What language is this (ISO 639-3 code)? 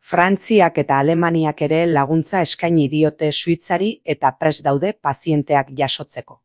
eus